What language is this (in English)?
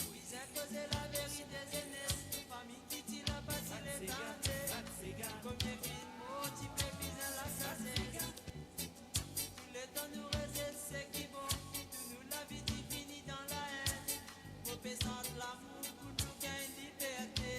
Morisyen